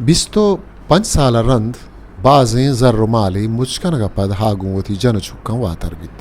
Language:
Baluchi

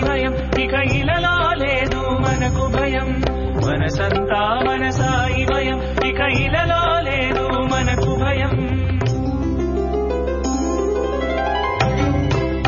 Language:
Telugu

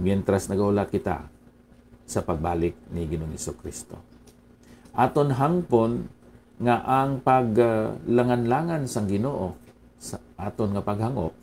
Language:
Hiligaynon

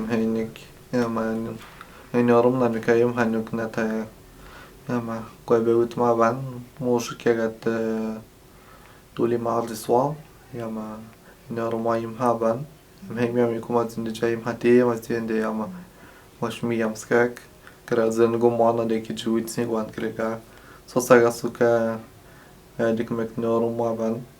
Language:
Atikamekw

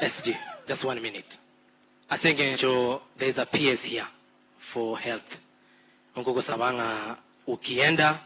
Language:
Gusii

